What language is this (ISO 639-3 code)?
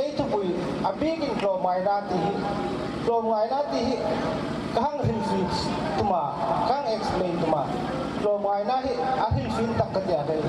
hmr